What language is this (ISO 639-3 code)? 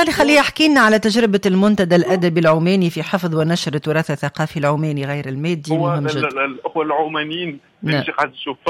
aeb